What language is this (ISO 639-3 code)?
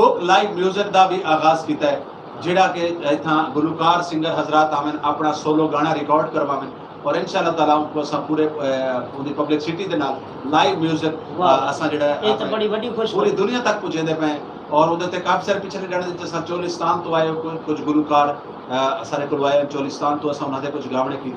skr